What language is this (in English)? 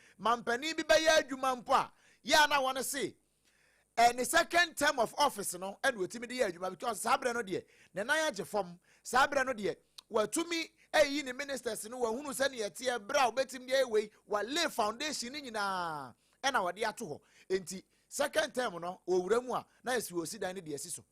Akan